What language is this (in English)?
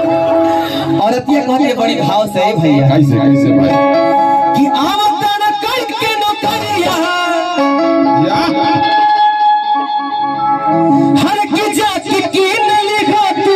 Bhojpuri